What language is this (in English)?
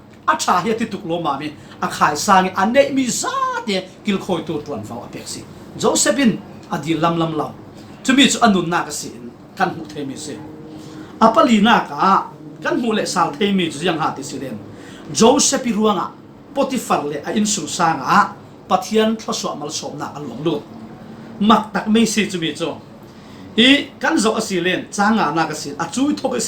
Falam Chin